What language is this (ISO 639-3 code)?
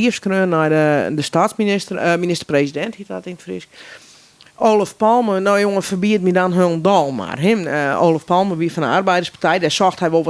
fry